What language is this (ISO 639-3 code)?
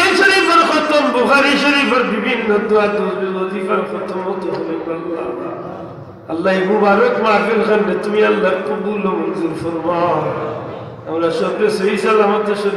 syl